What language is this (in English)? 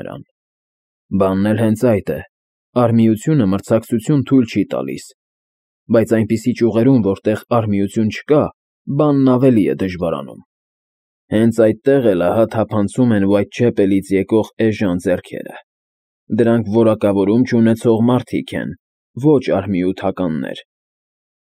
Armenian